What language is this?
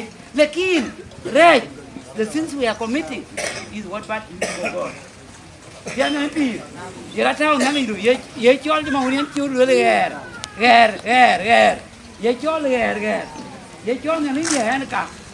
Dinka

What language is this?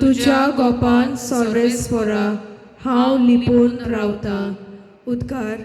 Konkani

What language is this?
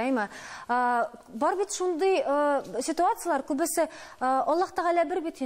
Tatar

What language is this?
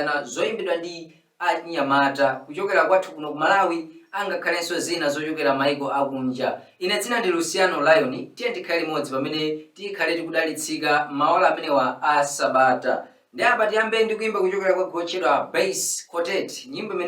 Nyanja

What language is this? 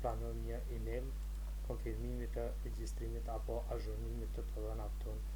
Albanian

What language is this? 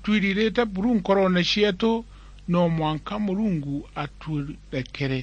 Meru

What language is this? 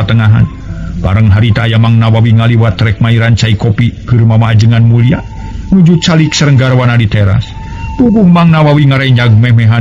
Sundanese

